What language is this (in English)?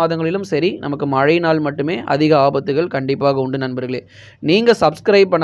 Tamil